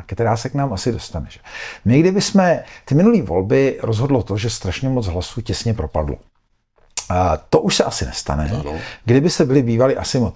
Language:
Czech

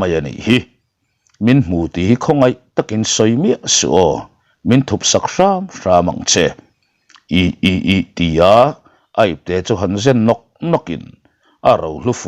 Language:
Mizo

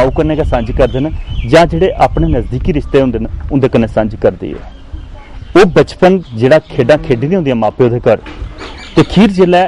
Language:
Dogri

